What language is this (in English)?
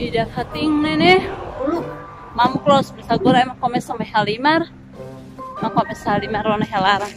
Tetum